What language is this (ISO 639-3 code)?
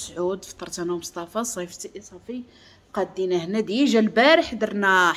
ary